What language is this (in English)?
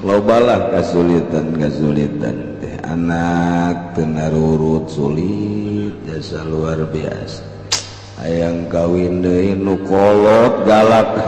Sundanese